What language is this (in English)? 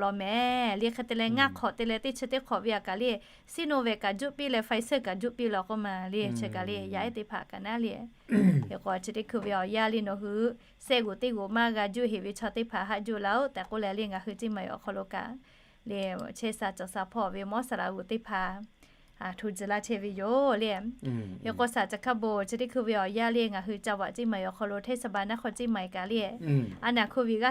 Lahu